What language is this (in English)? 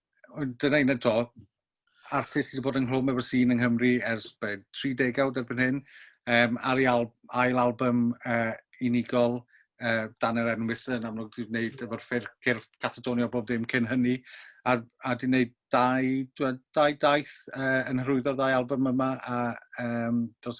Welsh